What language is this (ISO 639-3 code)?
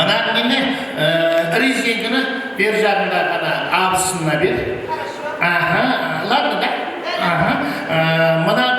kaa